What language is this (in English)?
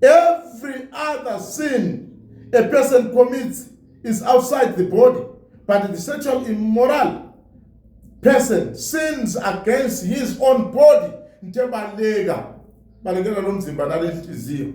Zulu